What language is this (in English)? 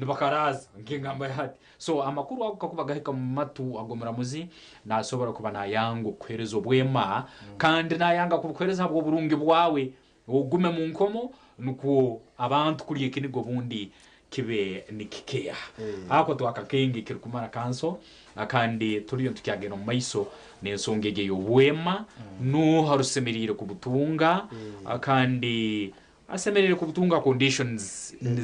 Nyankole